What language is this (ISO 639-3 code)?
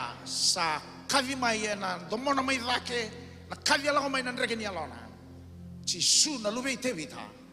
fij